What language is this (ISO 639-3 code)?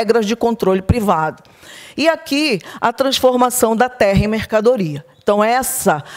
por